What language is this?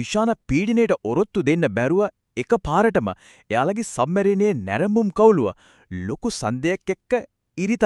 Sinhala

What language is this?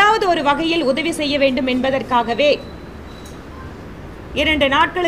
Tamil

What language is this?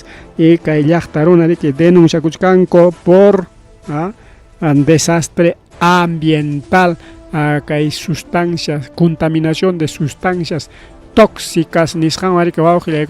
Ayacucho Quechua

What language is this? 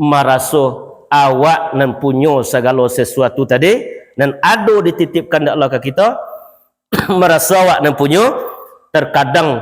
Minangkabau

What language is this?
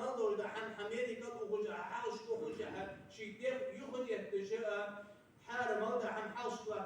Ingush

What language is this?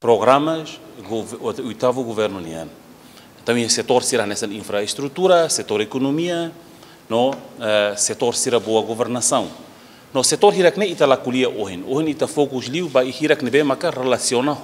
Tetum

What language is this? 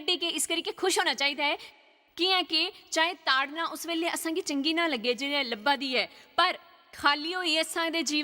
Dogri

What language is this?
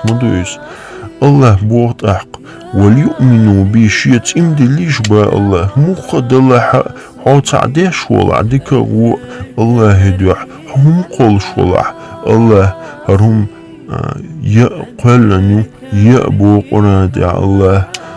Chechen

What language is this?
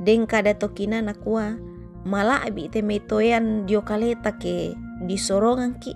Toraja-Sa'dan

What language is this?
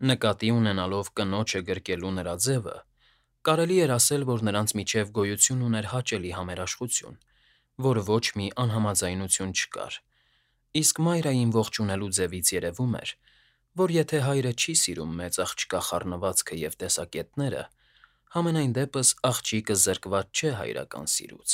Armenian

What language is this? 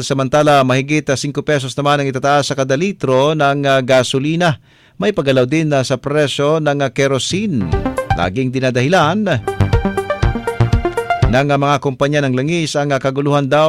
Filipino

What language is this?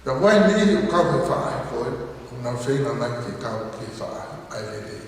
Tongan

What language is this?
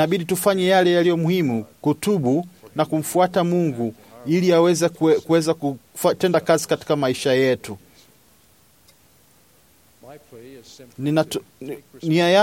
Swahili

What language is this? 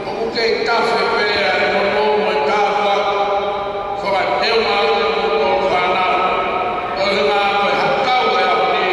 Tongan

